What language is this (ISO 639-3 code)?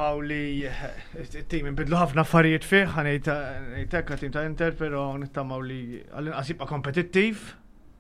mlt